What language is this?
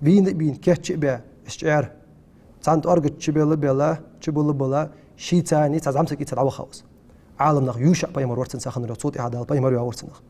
Ingush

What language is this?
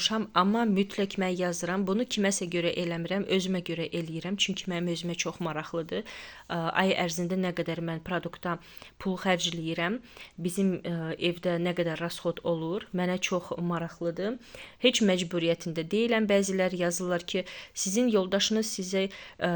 Azerbaijani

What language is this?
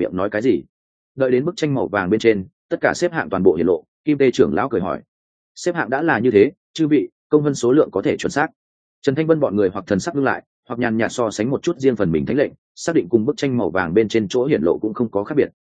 Vietnamese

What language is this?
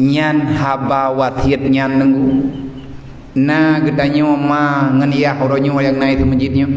Achinese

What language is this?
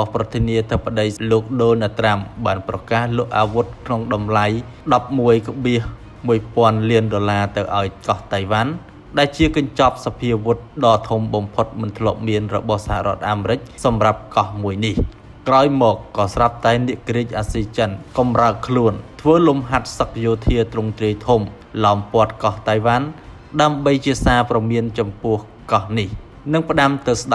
Khmer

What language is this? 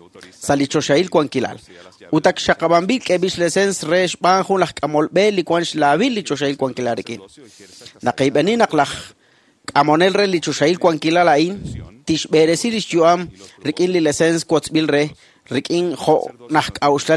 Kekchí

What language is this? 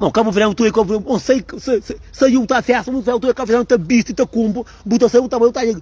Kabuverdianu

